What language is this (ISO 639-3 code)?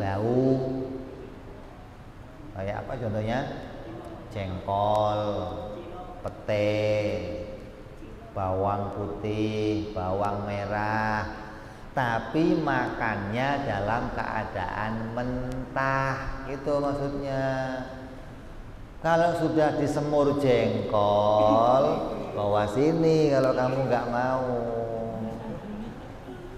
ind